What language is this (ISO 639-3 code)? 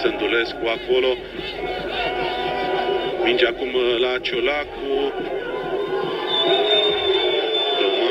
ron